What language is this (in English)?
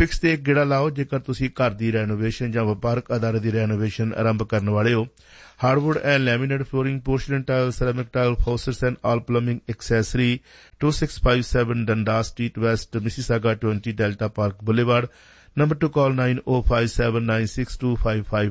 Punjabi